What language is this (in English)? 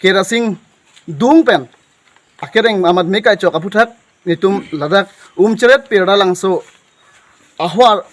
Karbi